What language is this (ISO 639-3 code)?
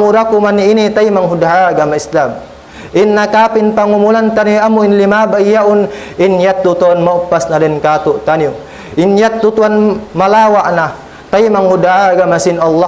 tsg